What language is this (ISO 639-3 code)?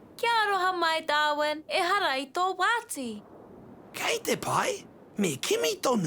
mri